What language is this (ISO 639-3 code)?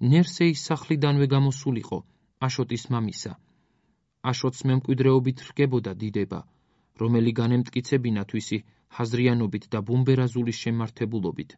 kat